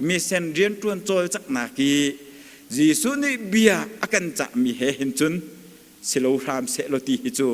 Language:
Hakha Chin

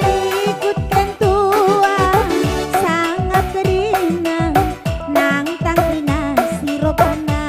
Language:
Batak Karo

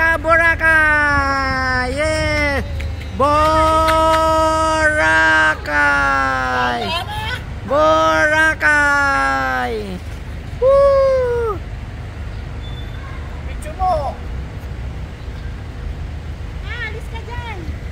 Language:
Filipino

